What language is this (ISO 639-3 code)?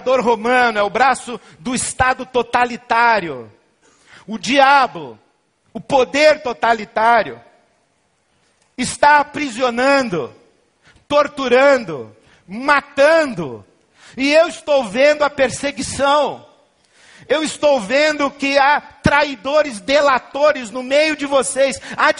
por